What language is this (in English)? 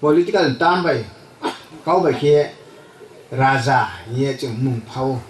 Riang (India)